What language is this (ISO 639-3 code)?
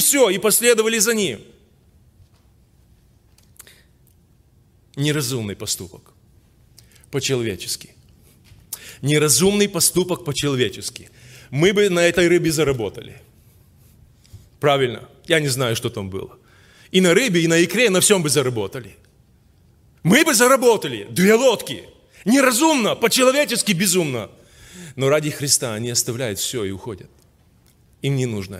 rus